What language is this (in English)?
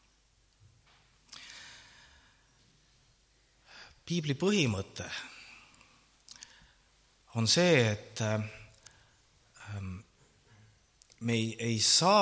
Estonian